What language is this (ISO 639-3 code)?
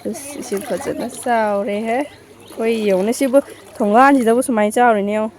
mni